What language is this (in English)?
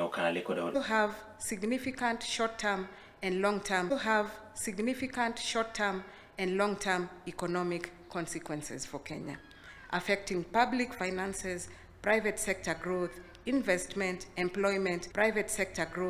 Luo (Kenya and Tanzania)